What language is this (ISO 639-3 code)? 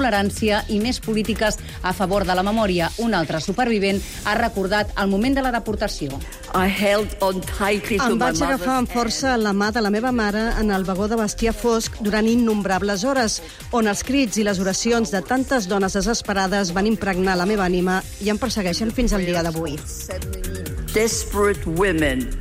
cat